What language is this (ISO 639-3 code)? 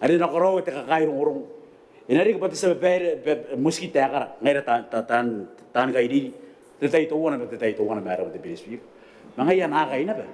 gil